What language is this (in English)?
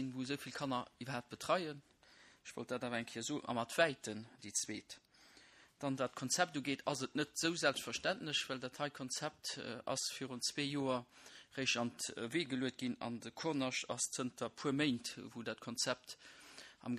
Luxembourgish